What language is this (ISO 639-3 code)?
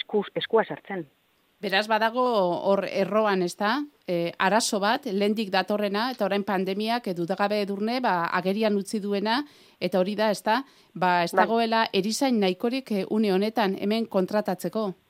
eus